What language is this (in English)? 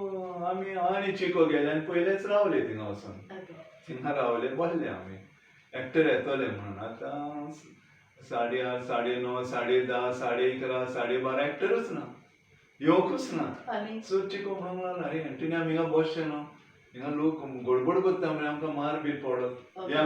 Konkani